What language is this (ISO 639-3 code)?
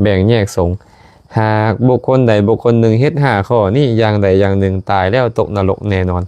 lao